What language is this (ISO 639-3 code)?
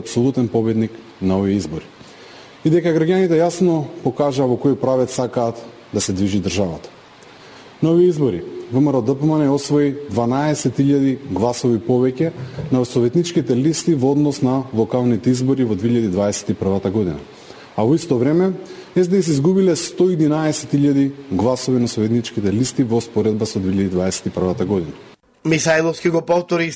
mkd